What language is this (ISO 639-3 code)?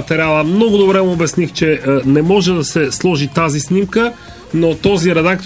bul